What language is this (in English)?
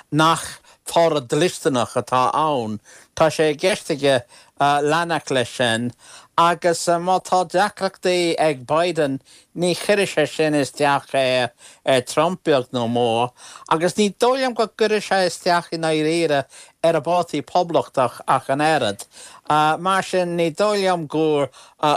Irish